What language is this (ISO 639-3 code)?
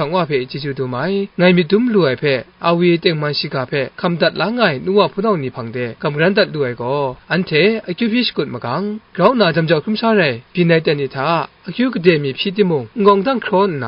kac